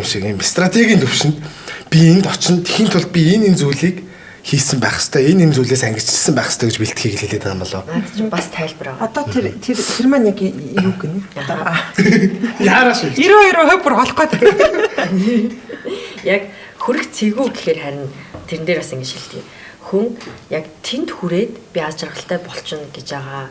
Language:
Mongolian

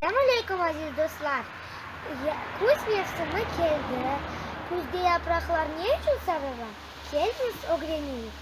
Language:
Crimean Tatar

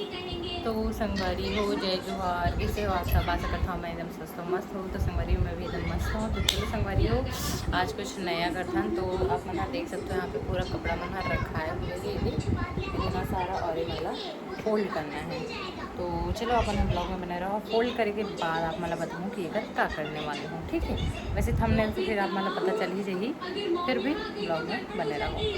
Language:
Chhattisgarhi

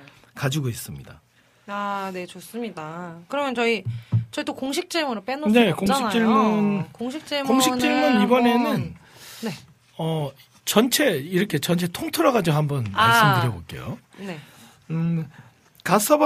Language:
Korean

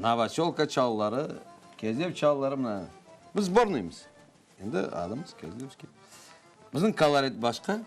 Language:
Crimean Tatar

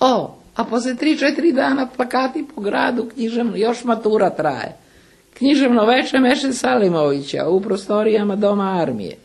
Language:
Serbian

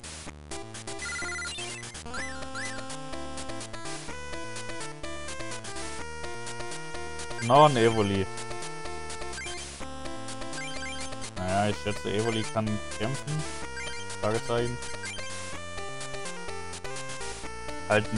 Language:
German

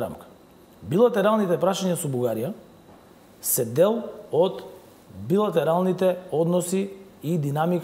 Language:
Macedonian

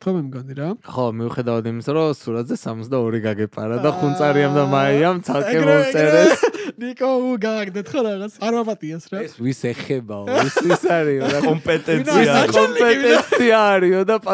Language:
Georgian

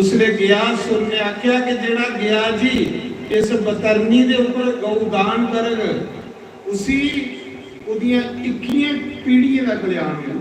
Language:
Dogri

